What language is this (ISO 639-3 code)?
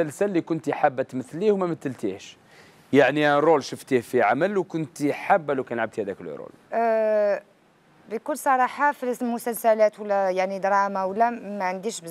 arq